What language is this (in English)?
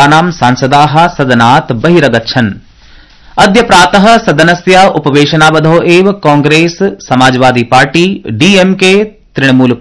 Sanskrit